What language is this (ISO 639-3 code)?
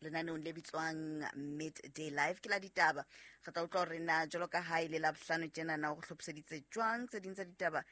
sot